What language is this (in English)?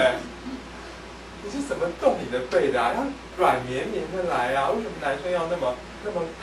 Chinese